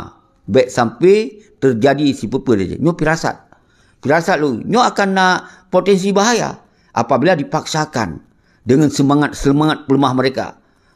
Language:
Achinese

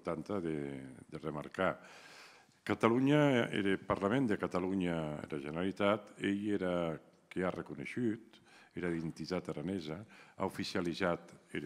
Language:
Occitan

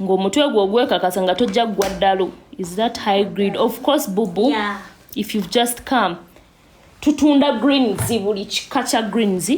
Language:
Ganda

